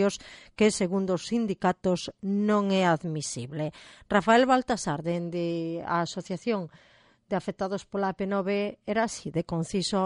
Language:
Galician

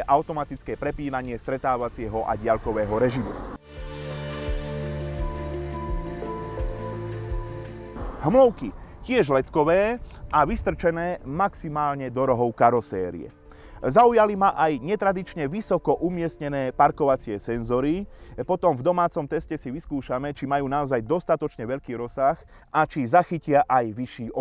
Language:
Slovak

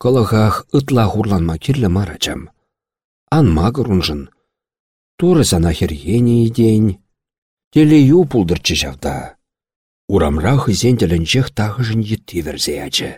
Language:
Chuvash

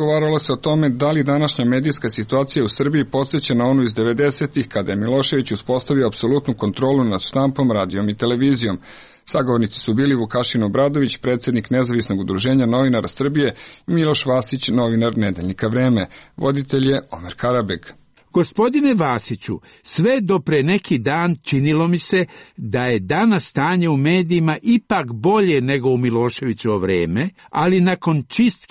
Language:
Serbian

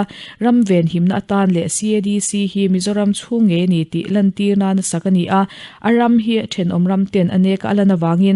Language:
Mizo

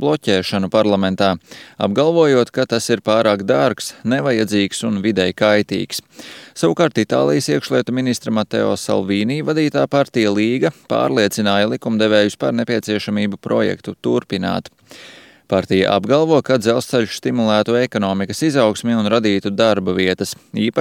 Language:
Latvian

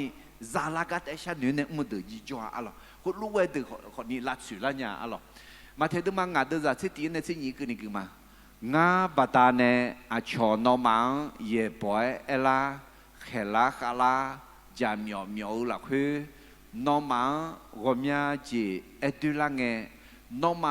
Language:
Akha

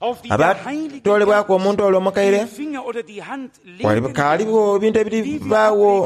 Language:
Soga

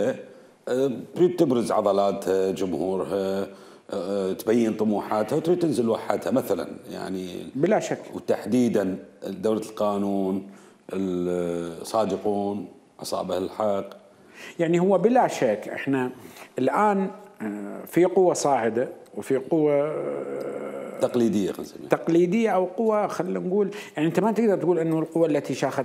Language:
Mesopotamian Arabic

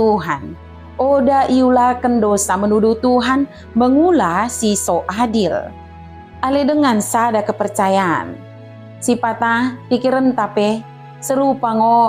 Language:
Batak Dairi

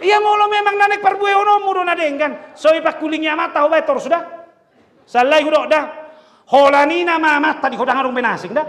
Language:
Batak Toba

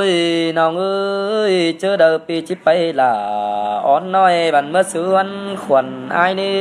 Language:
Vietnamese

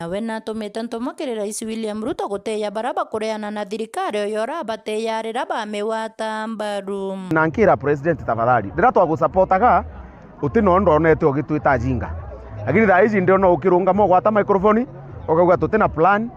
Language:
Meru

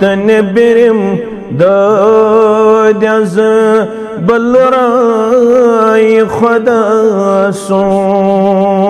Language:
Kashmiri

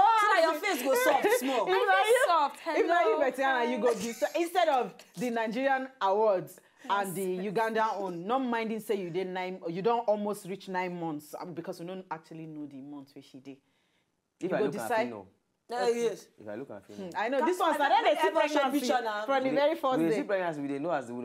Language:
Nigerian Pidgin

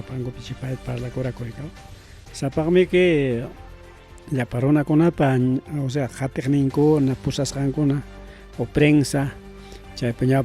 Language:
Ayacucho Quechua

